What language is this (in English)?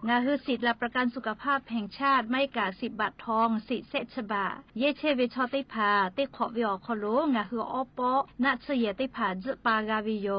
Lahu